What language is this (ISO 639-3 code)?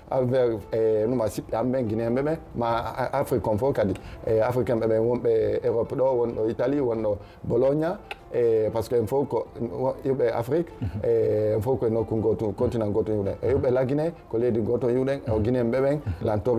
ful